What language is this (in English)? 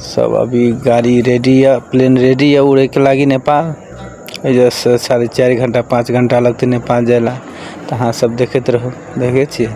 Maithili